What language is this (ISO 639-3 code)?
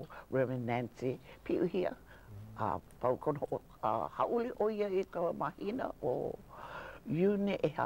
haw